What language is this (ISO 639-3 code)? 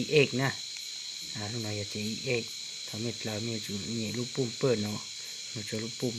hmn